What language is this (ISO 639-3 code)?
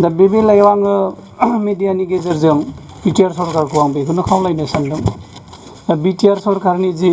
brx